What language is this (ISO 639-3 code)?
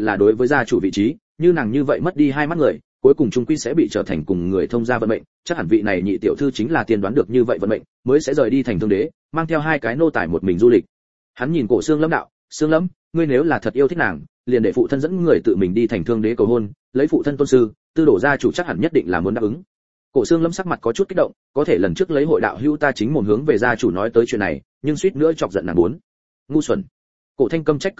vie